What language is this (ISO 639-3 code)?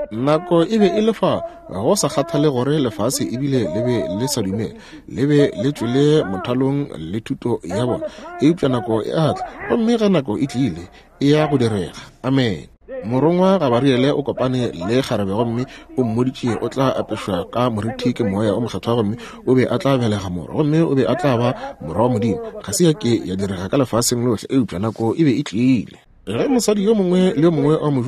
nso